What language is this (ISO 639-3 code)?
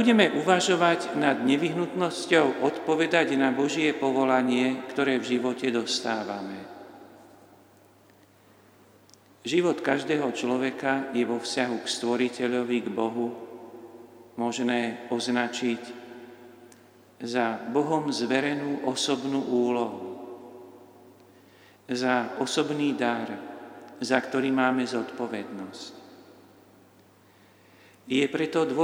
slk